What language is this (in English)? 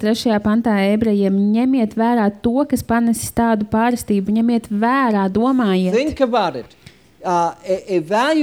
Latvian